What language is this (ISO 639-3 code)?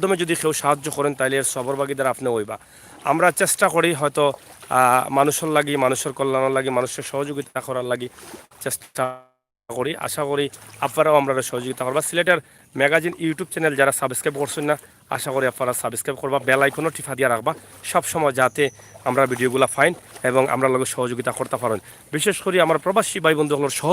syl